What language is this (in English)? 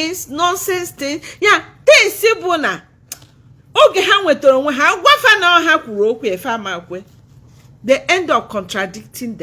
Igbo